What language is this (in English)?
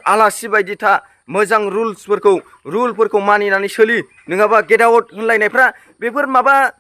Bodo